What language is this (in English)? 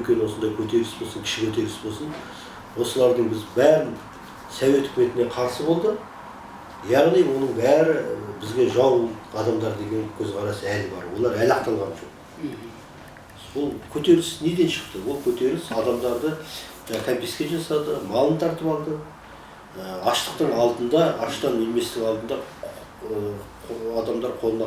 Kazakh